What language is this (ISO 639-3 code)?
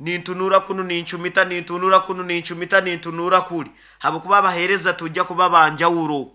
nyo